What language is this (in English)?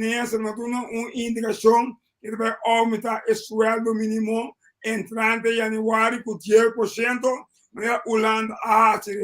Papiamento